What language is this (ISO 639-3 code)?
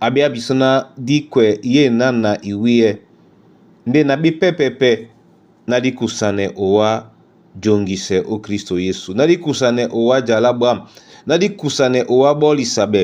dua